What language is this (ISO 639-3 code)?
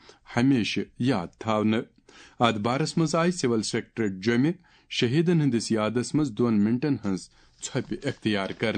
kas